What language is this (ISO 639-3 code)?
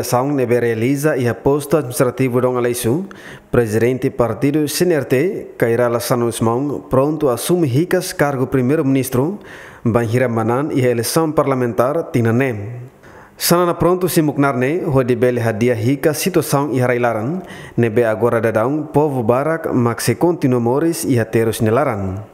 tet